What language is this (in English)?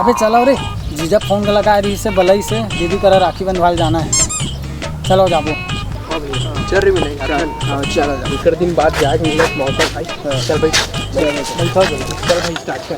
Chhattisgarhi